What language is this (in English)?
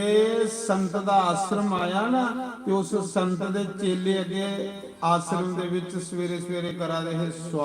Dogri